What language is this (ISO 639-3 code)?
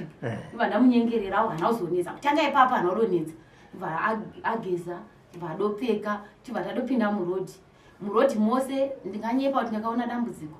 sna